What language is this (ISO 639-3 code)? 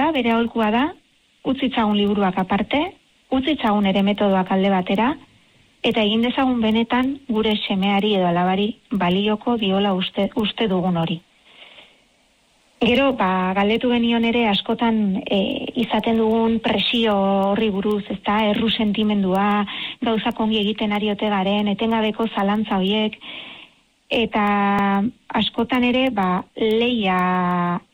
eus